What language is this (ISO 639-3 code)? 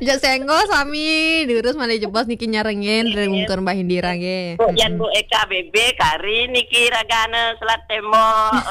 ban